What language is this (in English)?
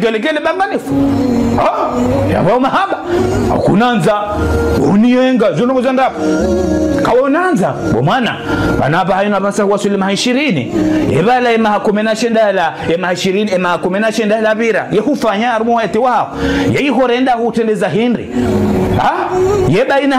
Ngazidja Comorian